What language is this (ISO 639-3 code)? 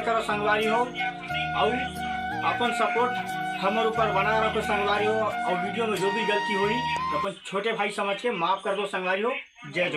hne